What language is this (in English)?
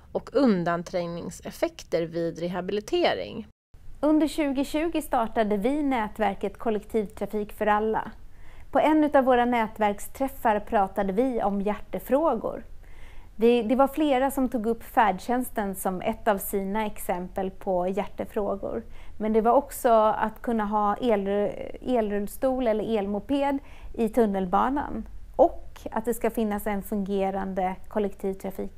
Swedish